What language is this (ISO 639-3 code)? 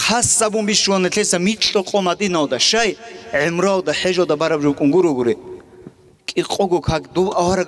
ava